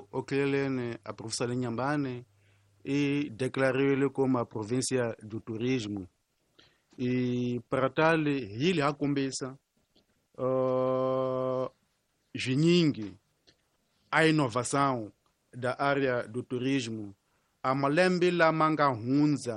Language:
Tsonga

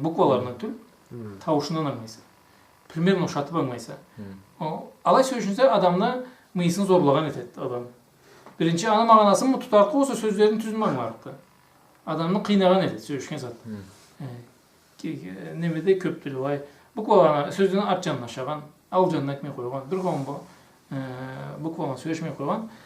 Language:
Karachay-Balkar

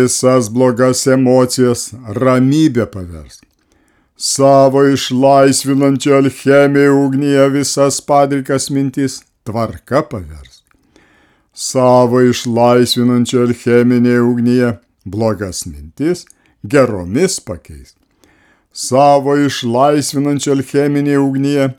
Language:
Lithuanian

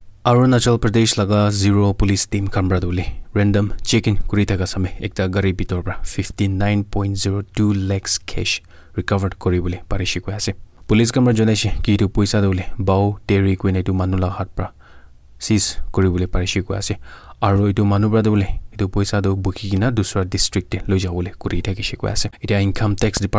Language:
Naga Pidgin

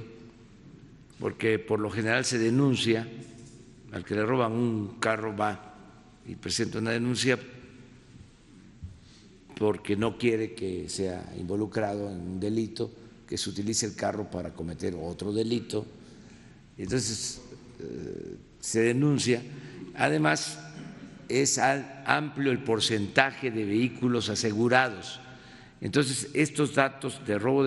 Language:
Spanish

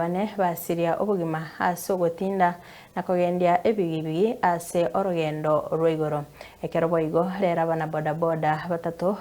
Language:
Gusii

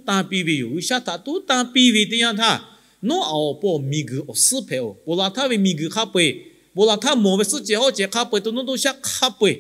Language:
Lahu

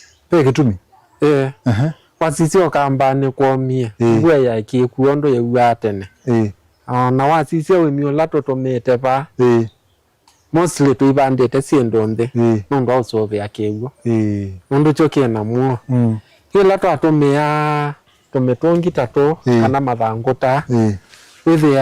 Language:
Kamba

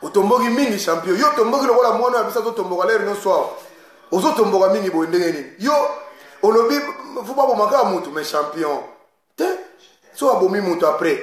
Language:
Lingala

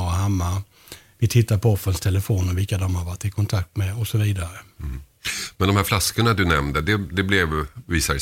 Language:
Swedish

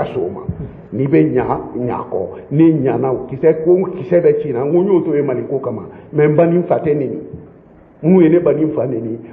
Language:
Bambara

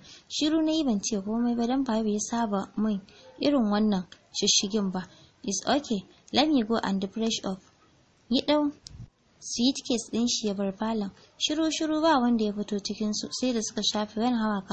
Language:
Hausa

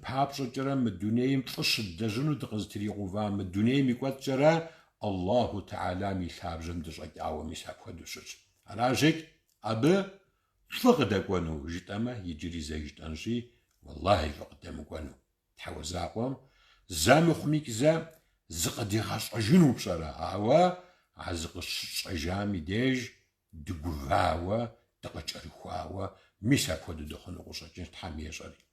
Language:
Kabardian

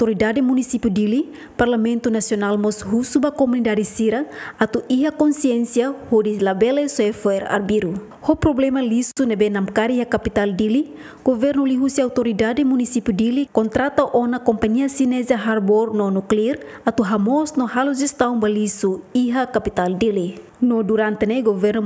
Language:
Tetum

